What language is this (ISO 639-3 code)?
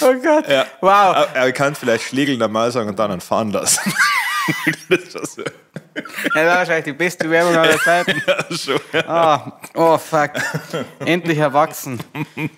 bar